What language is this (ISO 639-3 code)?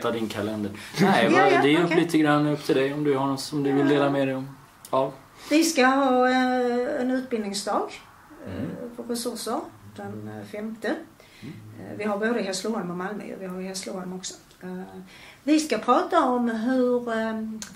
swe